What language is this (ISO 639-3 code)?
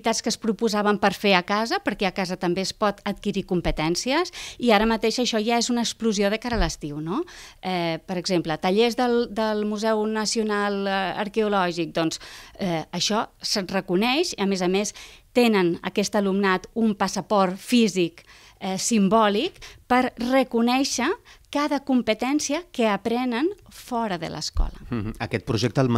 cat